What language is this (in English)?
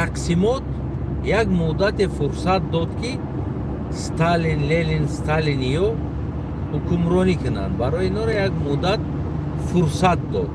Tajik